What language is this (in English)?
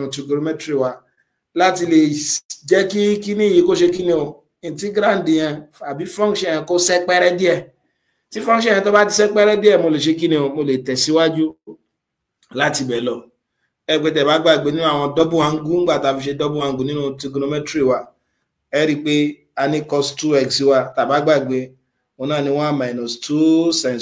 Yoruba